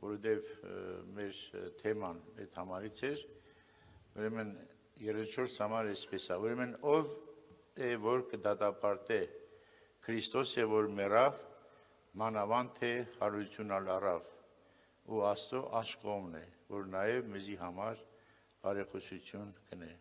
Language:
Armenian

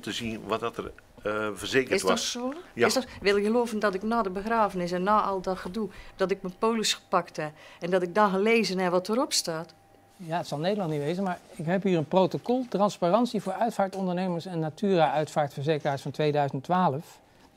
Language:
Dutch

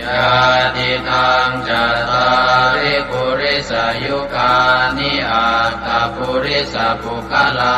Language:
Pali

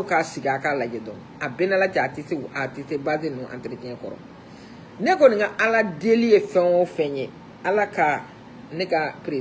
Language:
Bambara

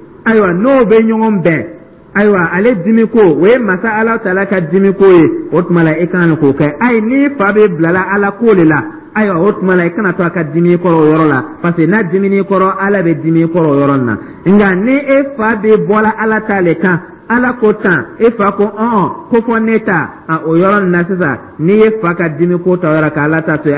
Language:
Dyula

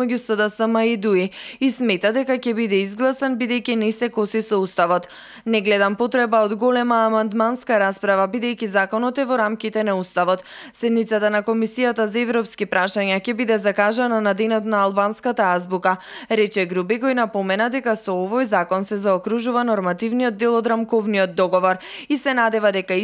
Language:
Macedonian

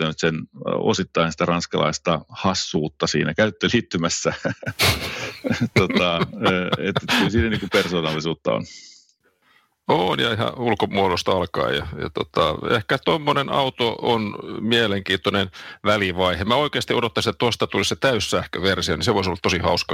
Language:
Finnish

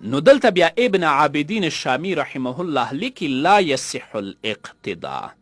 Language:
Pashto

